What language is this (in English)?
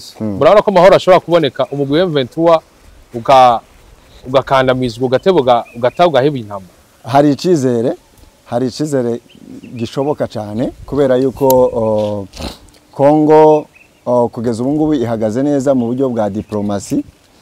Rundi